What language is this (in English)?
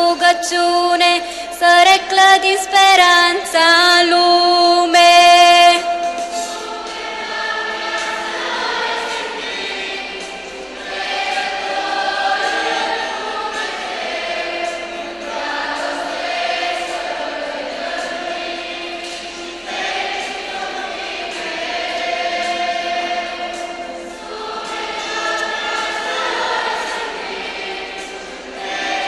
Romanian